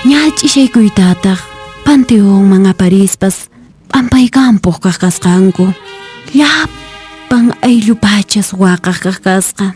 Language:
Quechua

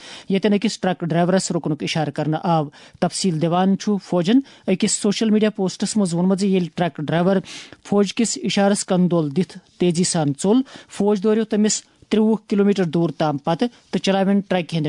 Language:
Kashmiri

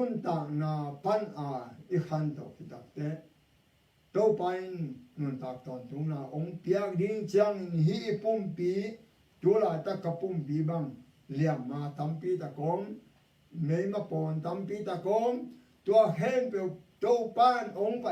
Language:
Tedim Chin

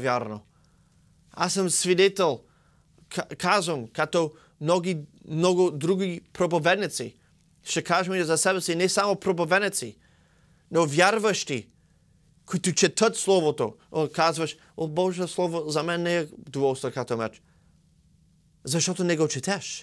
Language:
Bulgarian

